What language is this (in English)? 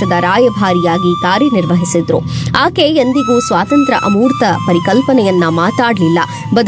Kannada